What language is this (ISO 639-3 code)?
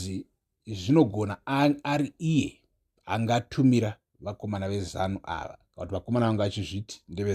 sna